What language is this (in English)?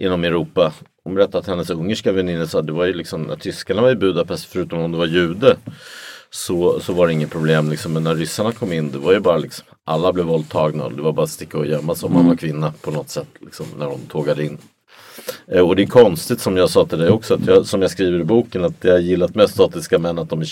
Swedish